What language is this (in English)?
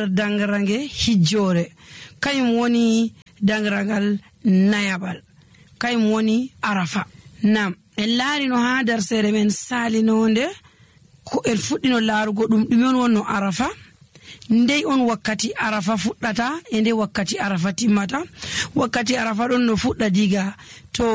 Nigerian Fulfulde